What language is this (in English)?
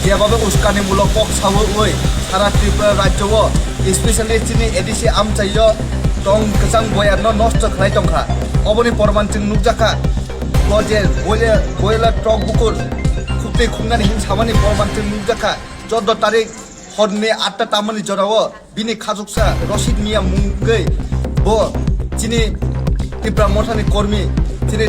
Kok Borok